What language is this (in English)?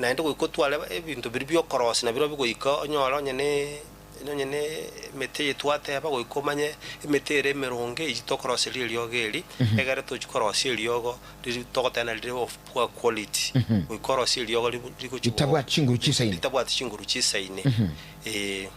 Gusii